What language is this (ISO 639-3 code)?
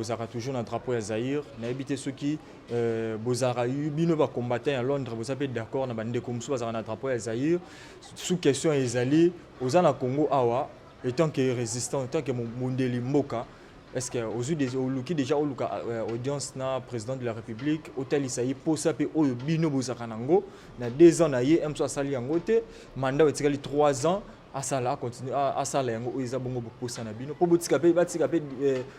lin